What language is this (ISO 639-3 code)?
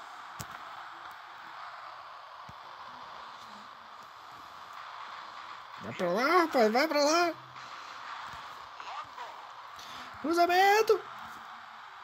por